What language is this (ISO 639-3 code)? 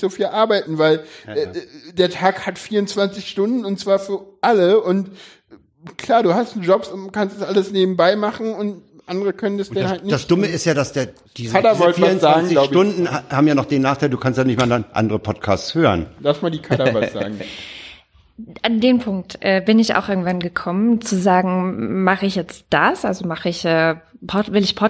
deu